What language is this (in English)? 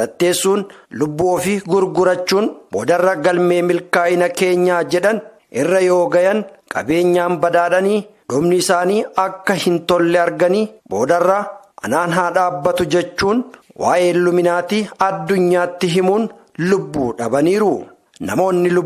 Oromo